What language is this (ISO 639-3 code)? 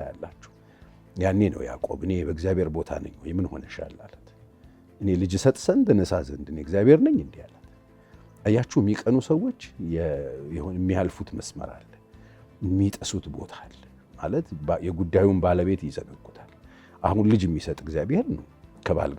amh